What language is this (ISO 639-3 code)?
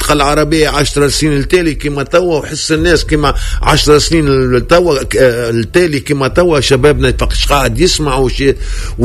aeb